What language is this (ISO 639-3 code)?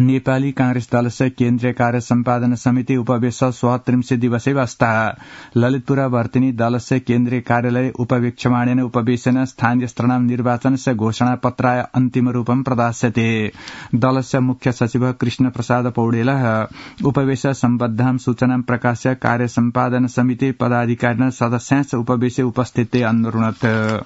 san